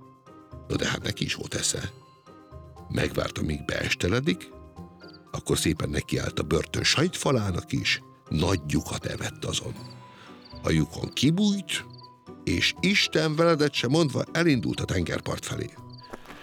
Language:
Hungarian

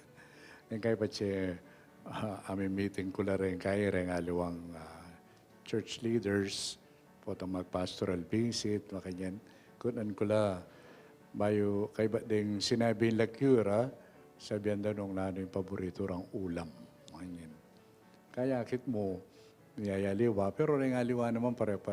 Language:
Pampanga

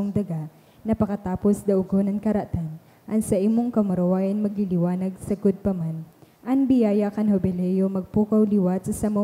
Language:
Bikol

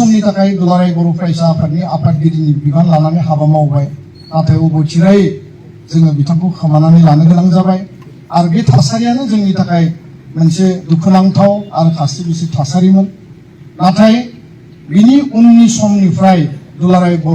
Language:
Bodo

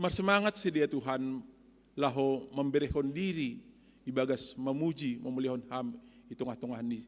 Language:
Batak Simalungun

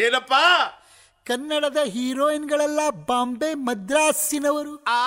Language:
Kannada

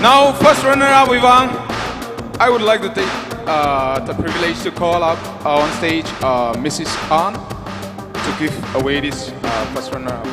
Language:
Tangkhul Naga (India)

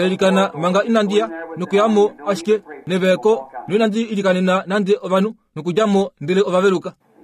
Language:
Kuanyama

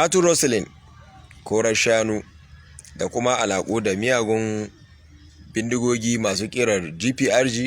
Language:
Hausa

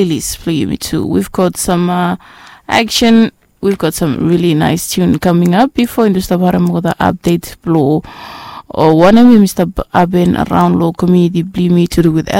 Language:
Bislama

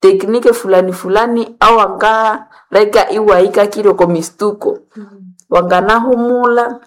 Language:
Nande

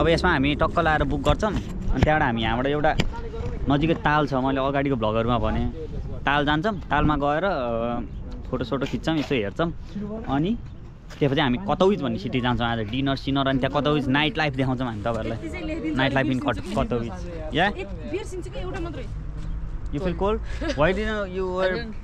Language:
Nepali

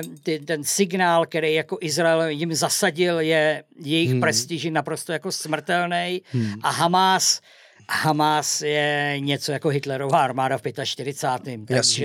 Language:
Czech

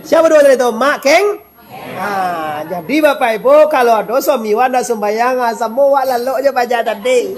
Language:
Minangkabau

